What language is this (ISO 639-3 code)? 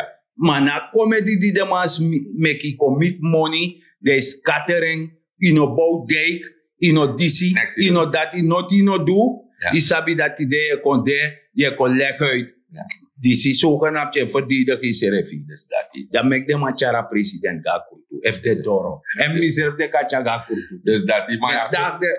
srn